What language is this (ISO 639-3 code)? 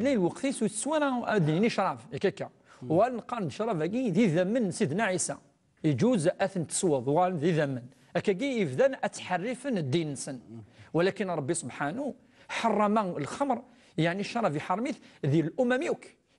kab